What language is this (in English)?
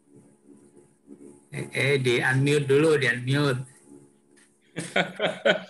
Indonesian